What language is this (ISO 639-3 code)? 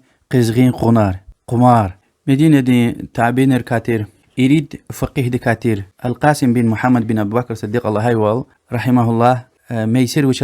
lez